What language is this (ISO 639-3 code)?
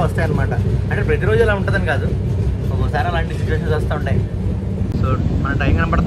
tel